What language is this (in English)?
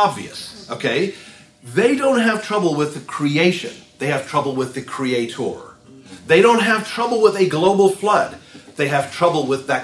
English